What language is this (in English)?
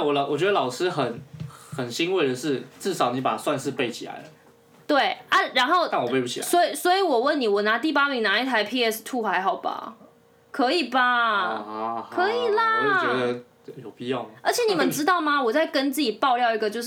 Chinese